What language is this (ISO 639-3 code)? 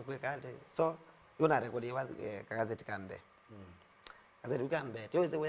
kam